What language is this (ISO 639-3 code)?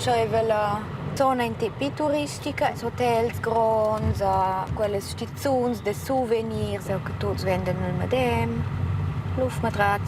roh